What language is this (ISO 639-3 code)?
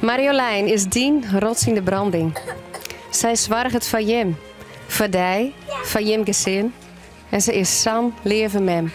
fry